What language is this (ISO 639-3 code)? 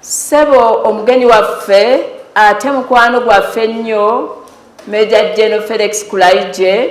lug